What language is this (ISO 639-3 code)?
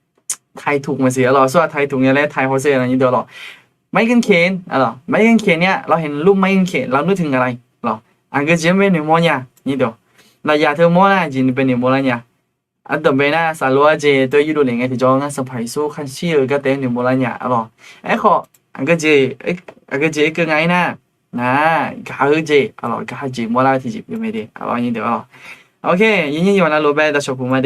ahk